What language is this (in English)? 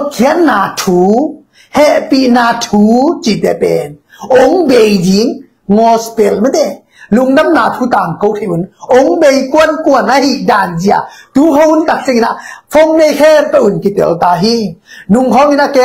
Tedim Chin